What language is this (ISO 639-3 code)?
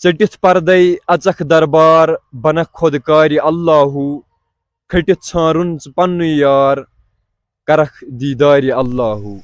kas